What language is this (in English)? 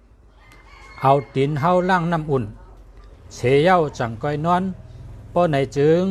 Shan